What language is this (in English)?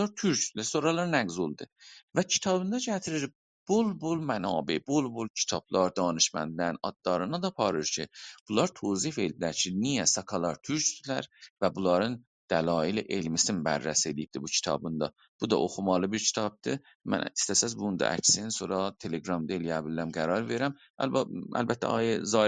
South Azerbaijani